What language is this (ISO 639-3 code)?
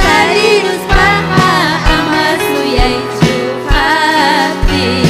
quy